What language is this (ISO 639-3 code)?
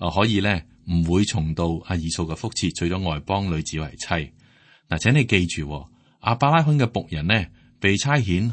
yue